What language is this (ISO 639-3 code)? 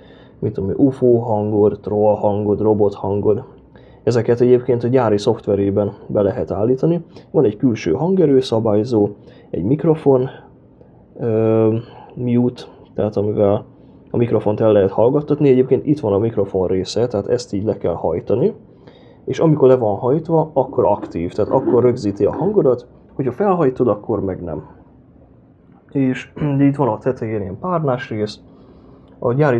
hun